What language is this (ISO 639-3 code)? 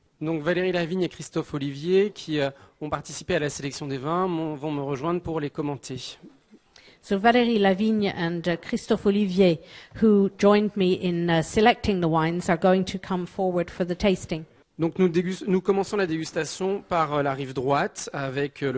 fra